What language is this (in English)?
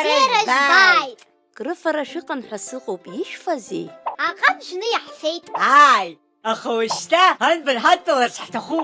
Abkhazian